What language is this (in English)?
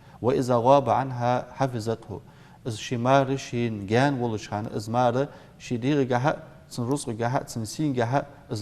Ingush